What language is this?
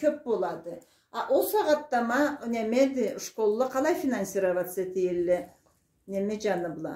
Karachay-Balkar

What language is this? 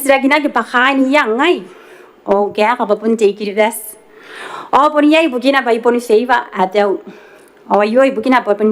Gilbertese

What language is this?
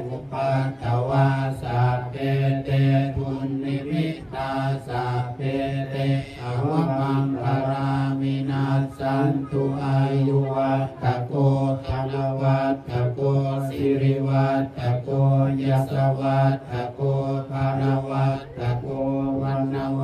Pali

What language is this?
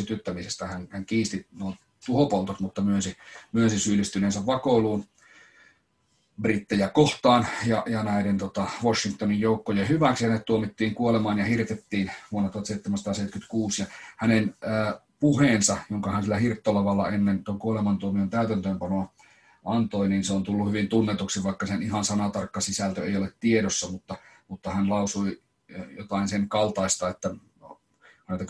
Finnish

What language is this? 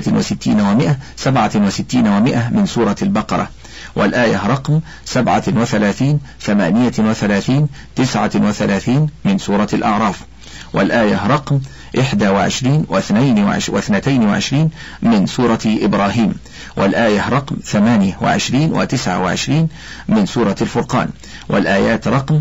Arabic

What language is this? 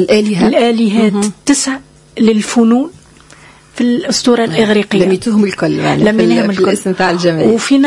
Tunisian Arabic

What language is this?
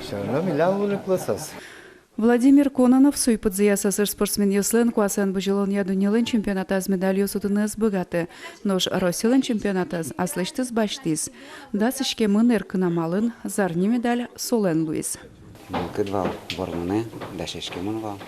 Udmurt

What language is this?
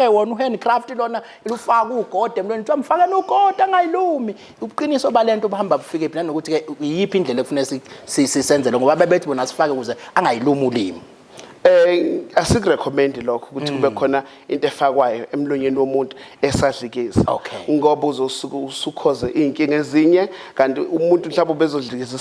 Zulu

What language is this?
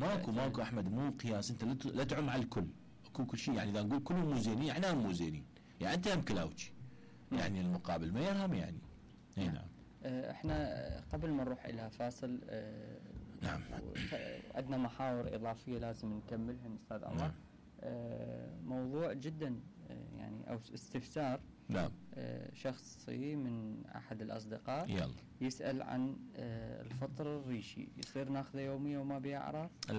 Mesopotamian Arabic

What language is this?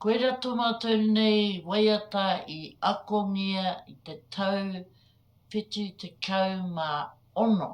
Māori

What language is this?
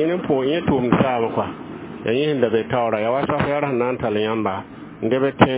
Mossi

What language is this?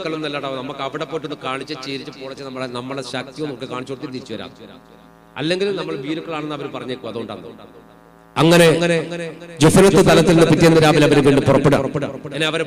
Malayalam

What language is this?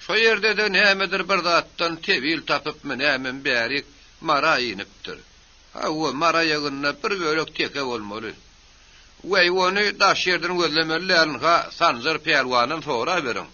Turkmen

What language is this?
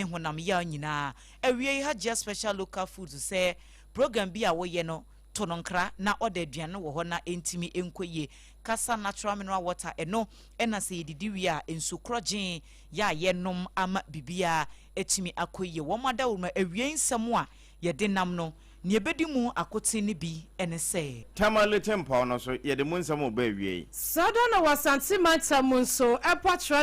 Akan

